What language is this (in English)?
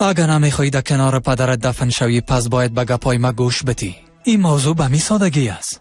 Persian